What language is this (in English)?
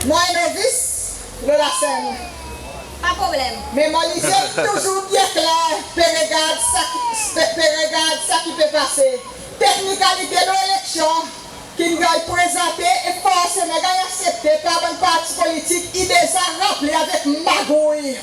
Seselwa Creole French